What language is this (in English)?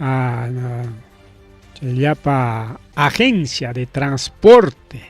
Ayacucho Quechua